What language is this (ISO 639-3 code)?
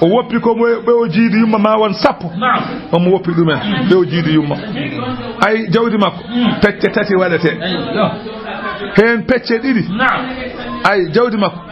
ful